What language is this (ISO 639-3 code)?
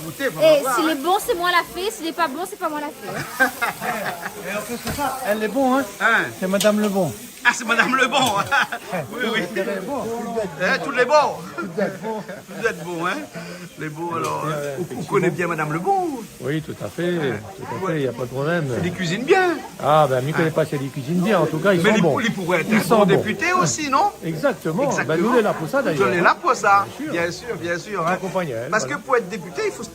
rcf